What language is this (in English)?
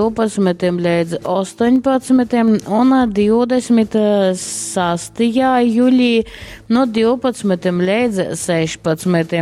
Latgalian